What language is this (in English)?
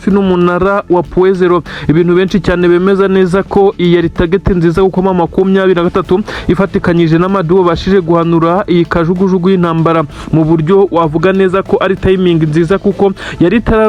Kinyarwanda